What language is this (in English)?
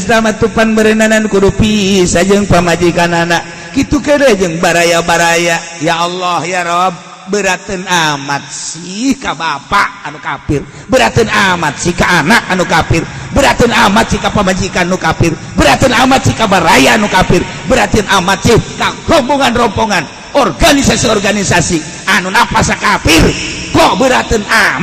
Sundanese